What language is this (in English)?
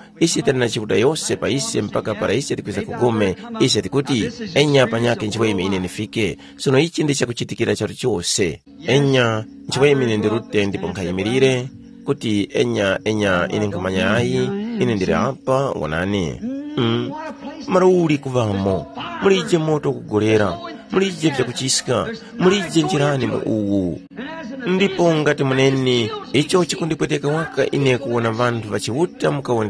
Tumbuka